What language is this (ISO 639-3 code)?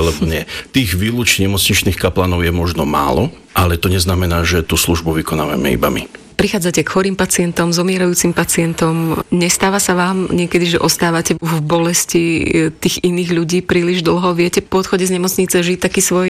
slk